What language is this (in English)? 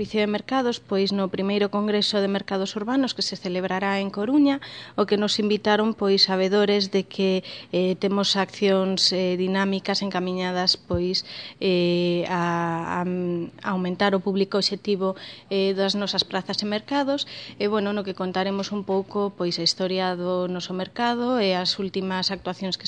Galician